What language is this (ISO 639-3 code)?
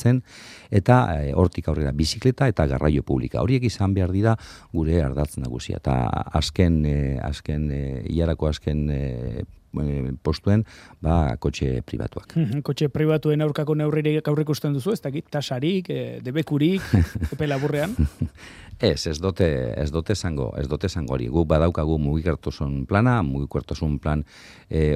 eus